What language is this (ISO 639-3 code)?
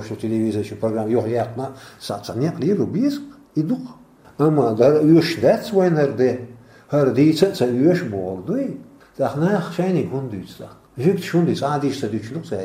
che